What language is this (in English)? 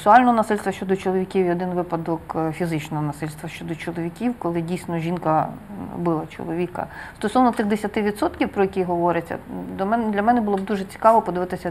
Ukrainian